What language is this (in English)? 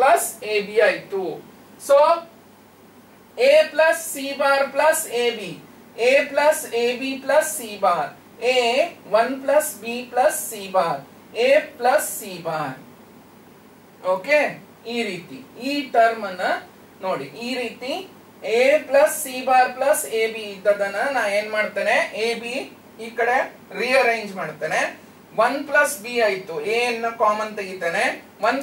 Kannada